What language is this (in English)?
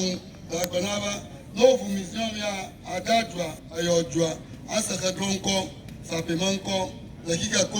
Ewe